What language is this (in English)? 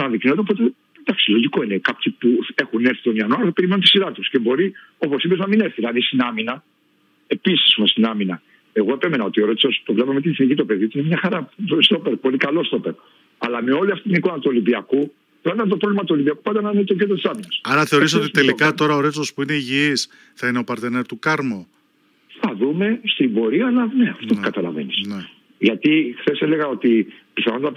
Greek